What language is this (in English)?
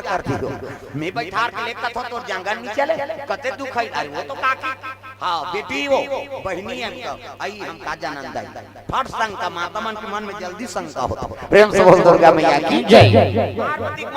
Chhattisgarhi